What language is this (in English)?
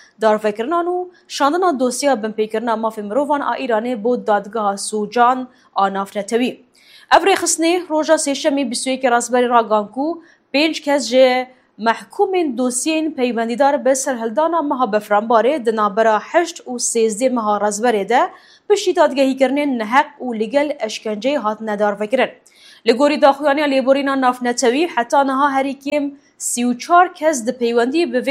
Kurdish